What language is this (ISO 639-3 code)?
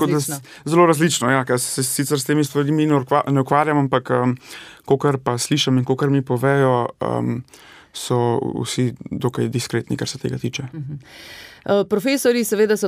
slv